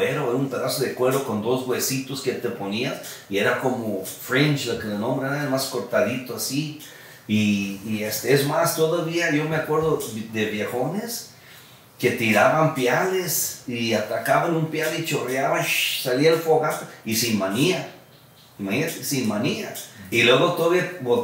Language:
Spanish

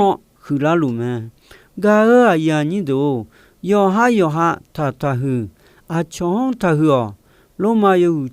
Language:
Akha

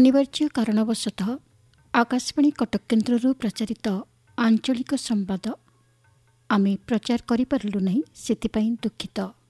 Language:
Odia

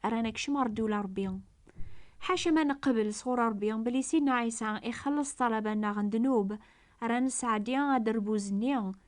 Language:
Kabyle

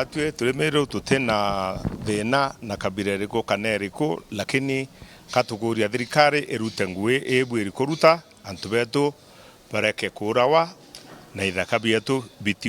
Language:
Meru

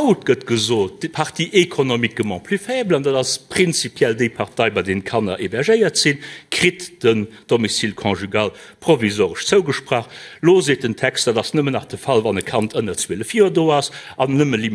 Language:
Luxembourgish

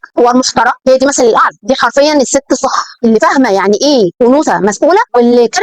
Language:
Egyptian Arabic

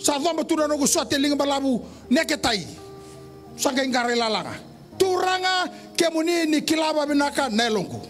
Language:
Fijian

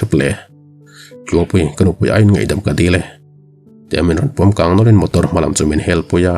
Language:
Mizo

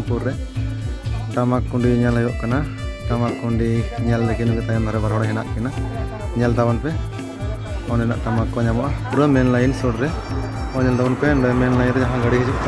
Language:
Santali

